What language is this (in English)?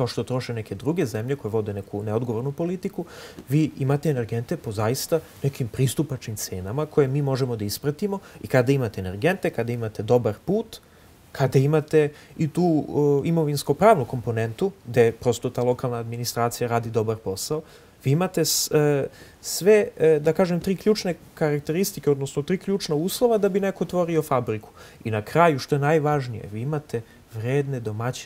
Serbian